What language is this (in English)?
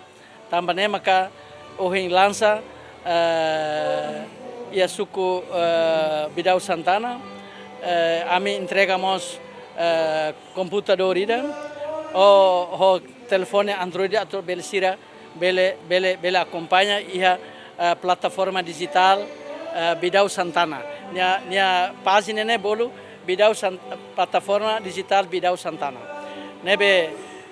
Tetum